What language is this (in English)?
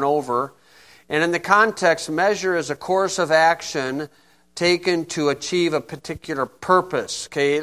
English